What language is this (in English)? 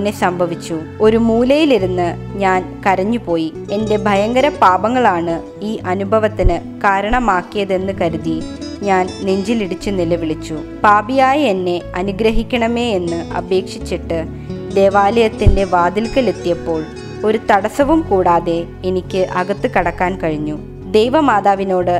Malayalam